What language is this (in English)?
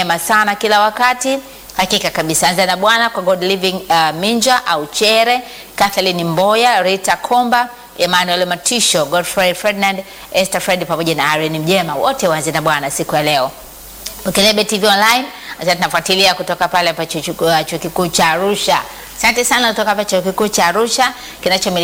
Swahili